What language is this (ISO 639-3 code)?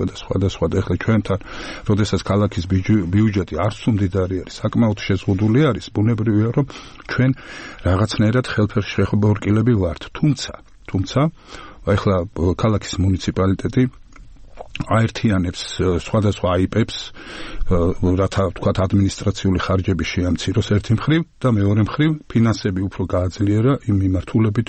kat